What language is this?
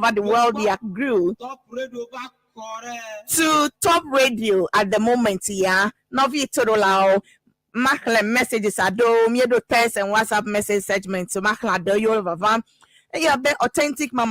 Ewe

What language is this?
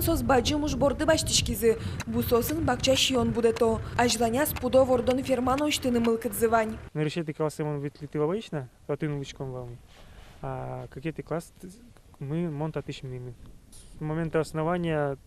Udmurt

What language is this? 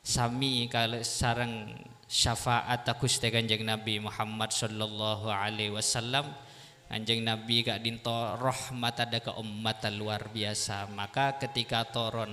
Madurese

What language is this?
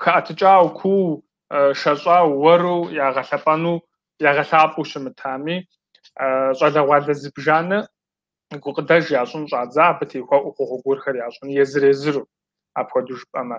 Kabardian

